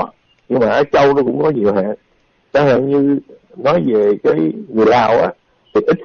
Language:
Vietnamese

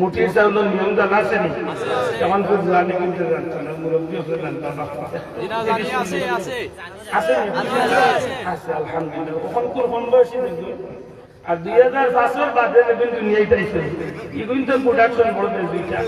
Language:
Sylheti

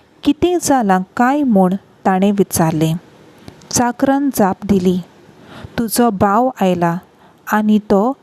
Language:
Konkani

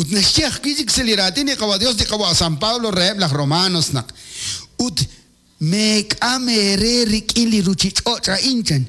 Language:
Kekchí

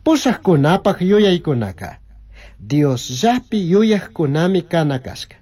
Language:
Chimborazo Highland Quichua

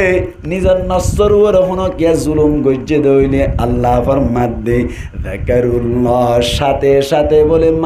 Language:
Rohingya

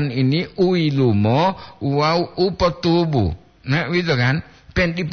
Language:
Gorontalo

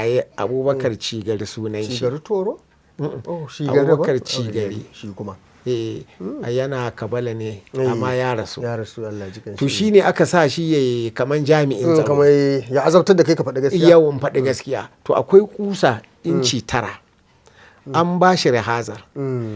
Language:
Hausa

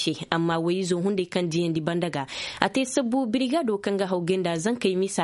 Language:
Zarma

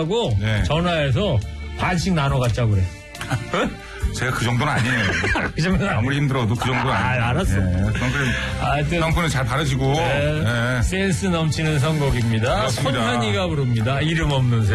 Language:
Korean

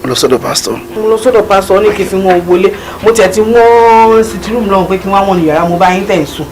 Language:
Yoruba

